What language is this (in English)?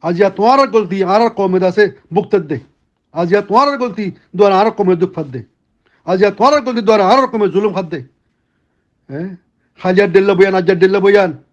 Rohingya